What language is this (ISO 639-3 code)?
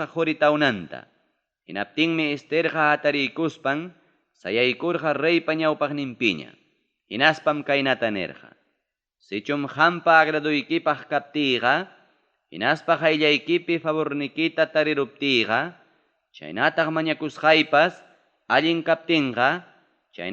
quy